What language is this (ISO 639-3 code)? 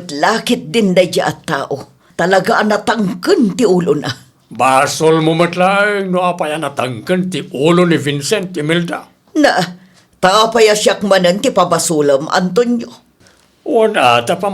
ilo